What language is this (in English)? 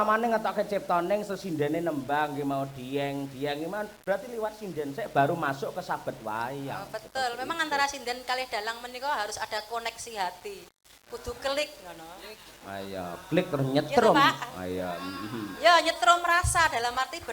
Javanese